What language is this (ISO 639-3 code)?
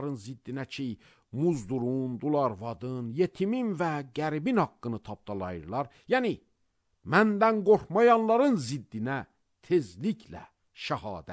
aze